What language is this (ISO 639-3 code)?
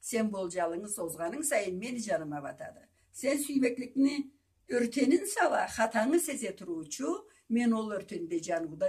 krc